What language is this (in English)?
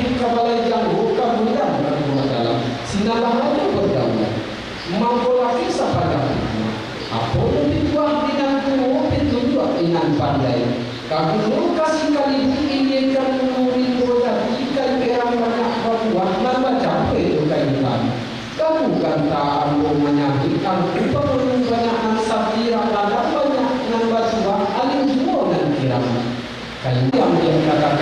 Minangkabau